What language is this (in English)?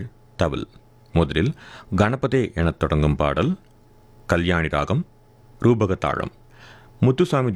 Tamil